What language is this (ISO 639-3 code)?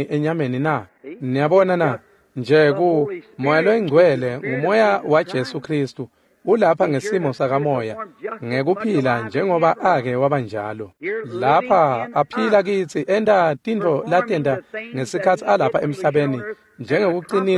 ssw